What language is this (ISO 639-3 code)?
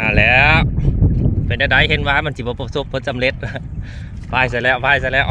lao